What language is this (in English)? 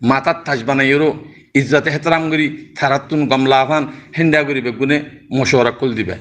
Rohingya